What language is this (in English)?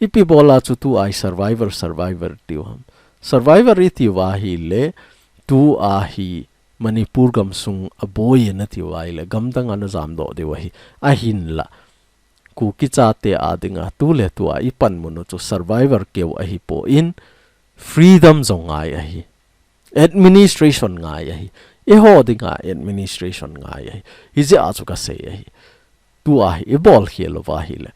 Thado Chin